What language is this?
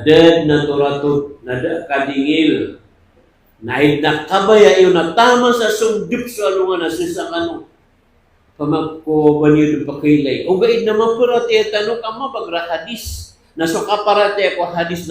Maranao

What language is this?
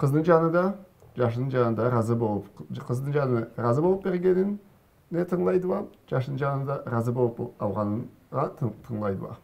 Karachay-Balkar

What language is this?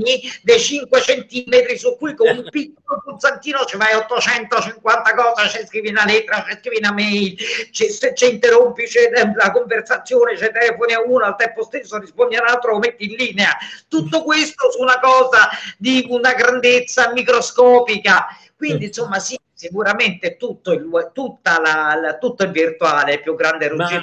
Italian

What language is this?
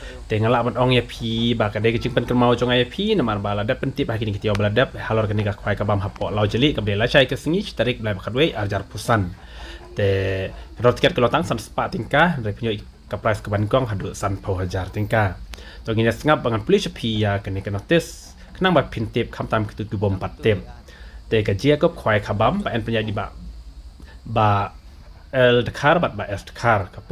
Khasi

